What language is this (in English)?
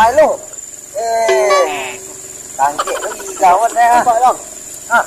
Minangkabau